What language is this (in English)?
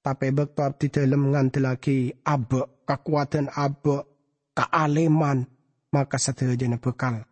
Madurese